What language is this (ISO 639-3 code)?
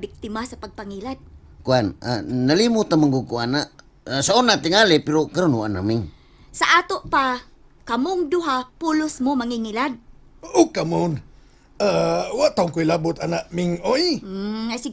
ceb